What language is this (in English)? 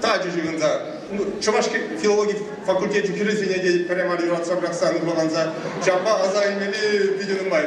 Chuvash